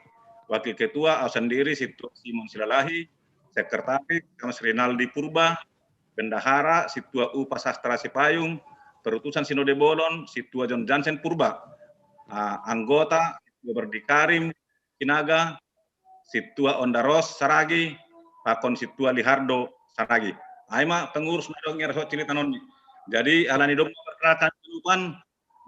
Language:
Batak Simalungun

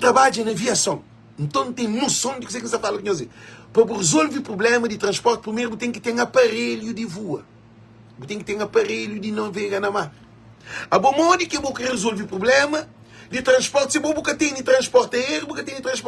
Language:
Kabuverdianu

